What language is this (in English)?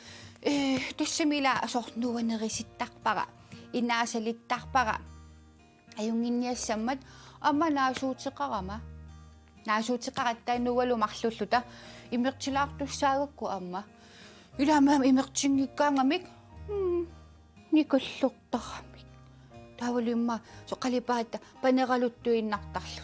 Kalaallisut